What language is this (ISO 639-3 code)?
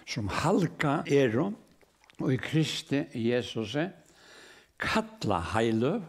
fao